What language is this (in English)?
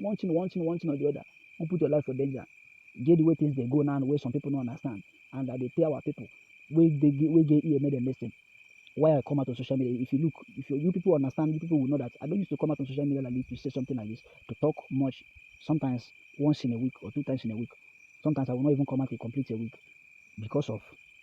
Nigerian Pidgin